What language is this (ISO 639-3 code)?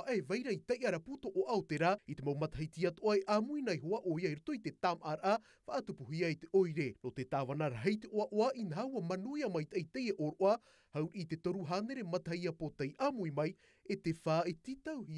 tah